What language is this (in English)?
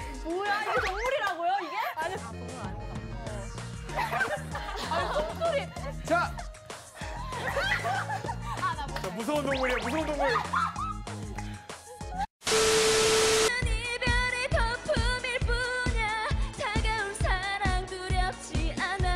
Korean